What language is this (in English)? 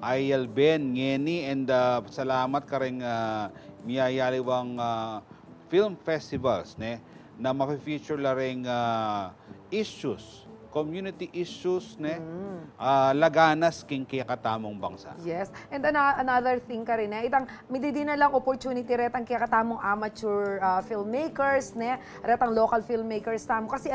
Pampanga